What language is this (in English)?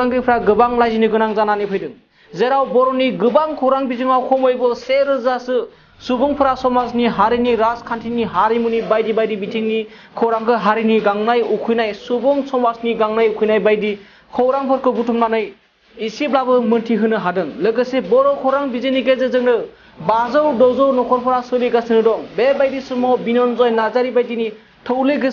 Bodo